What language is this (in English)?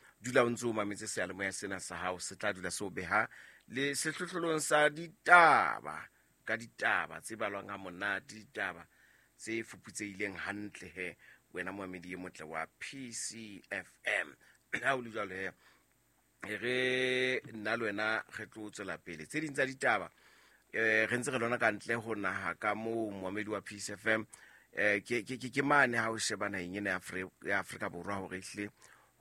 Southern Sotho